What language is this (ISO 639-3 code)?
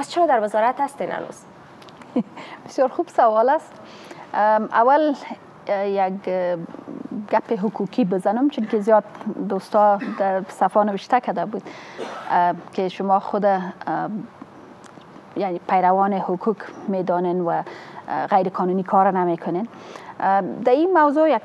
fas